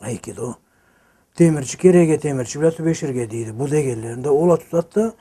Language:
Karachay-Balkar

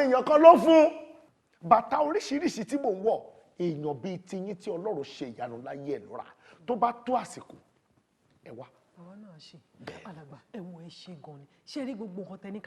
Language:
Yoruba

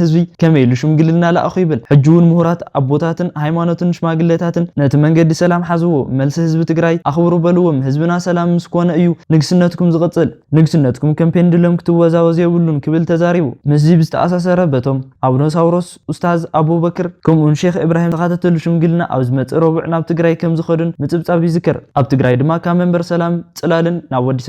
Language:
Tigrinya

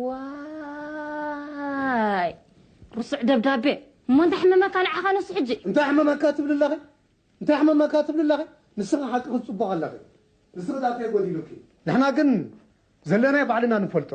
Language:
Tigrinya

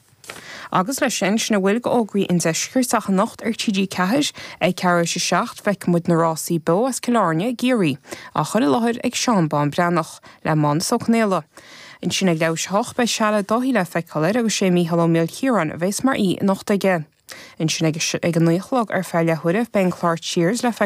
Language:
Irish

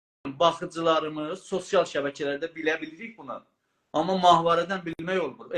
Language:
South Azerbaijani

